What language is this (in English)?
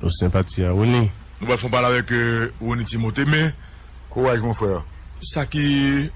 Haitian Creole